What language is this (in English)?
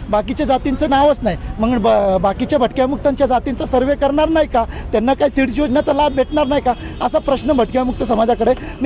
Marathi